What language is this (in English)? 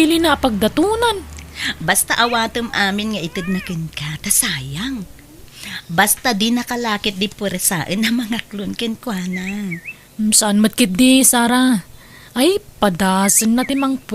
Iloko